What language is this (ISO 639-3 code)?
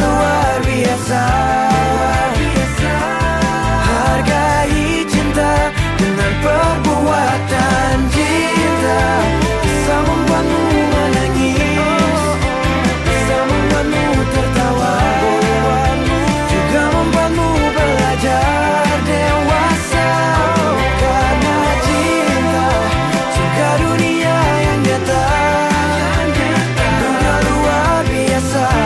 ind